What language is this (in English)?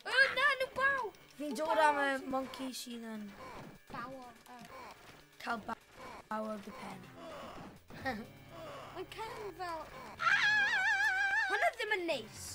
Welsh